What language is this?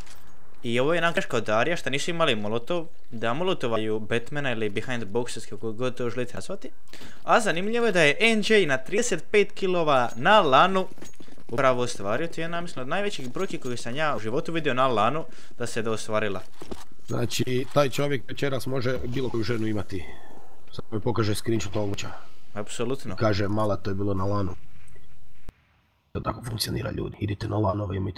Croatian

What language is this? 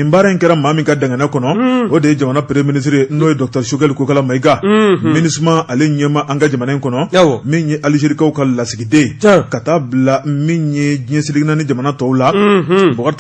Bambara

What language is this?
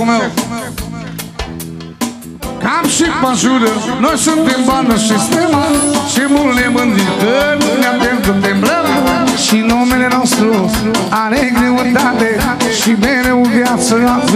Romanian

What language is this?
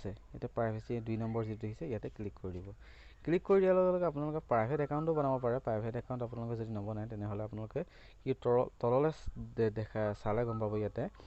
Assamese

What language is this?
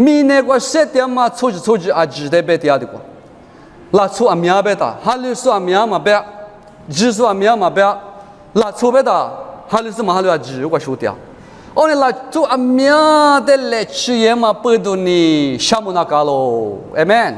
Lisu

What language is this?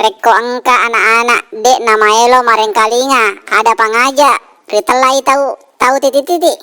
Buginese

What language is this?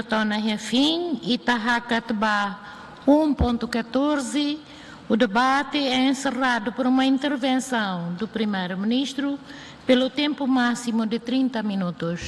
Tetum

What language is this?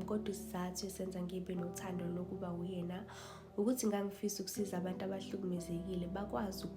Zulu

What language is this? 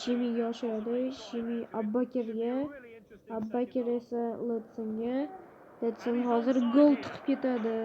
Uzbek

